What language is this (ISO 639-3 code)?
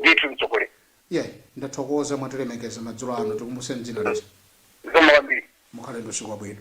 nya